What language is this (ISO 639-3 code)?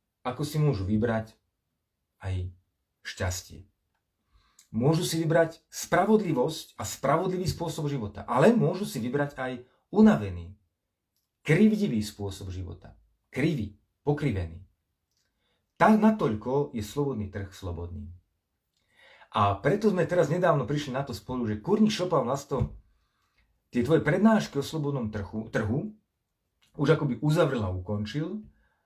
slk